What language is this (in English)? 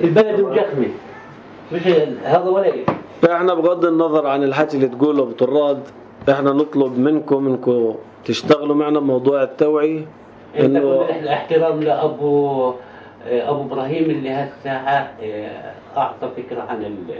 North Levantine Arabic